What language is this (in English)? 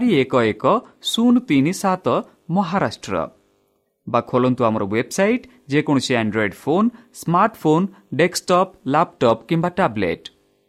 Odia